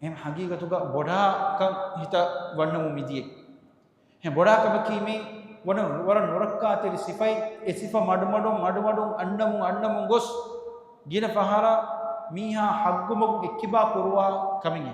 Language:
Divehi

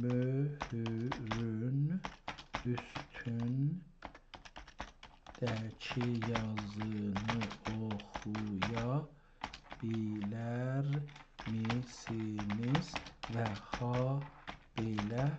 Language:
South Azerbaijani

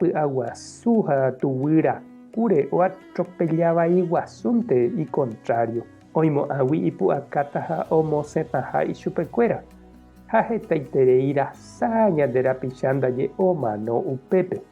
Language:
Guarani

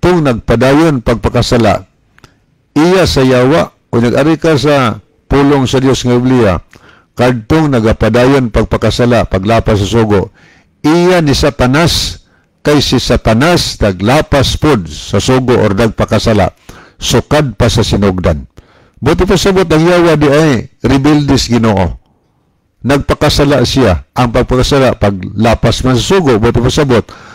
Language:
Cebuano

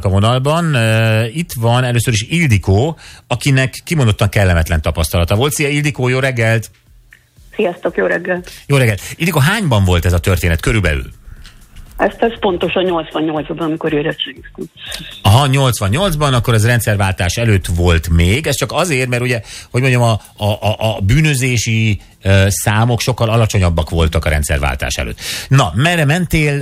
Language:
Hungarian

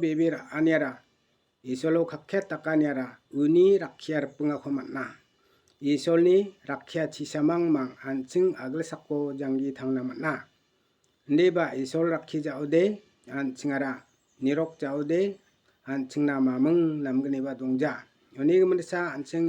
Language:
Garo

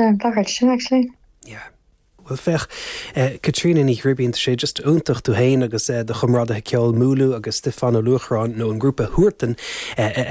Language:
Irish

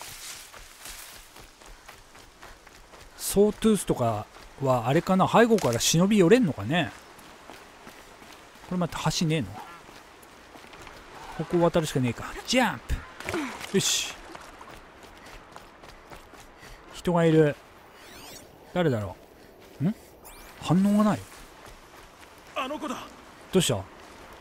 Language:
Japanese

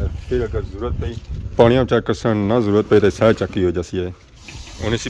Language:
Pahari-Potwari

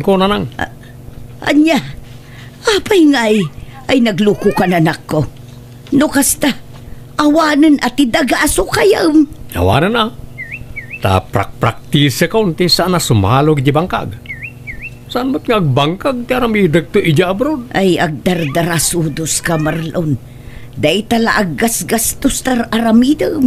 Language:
Iloko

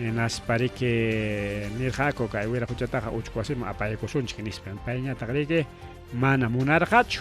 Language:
Ayacucho Quechua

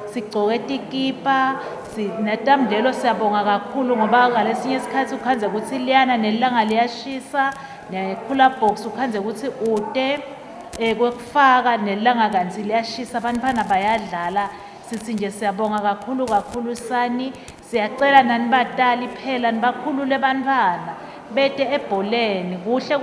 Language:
Swati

